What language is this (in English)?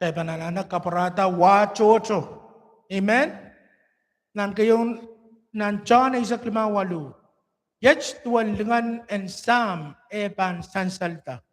Pohnpeian